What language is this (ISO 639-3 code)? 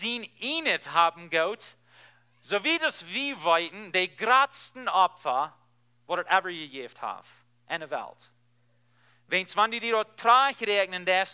pdt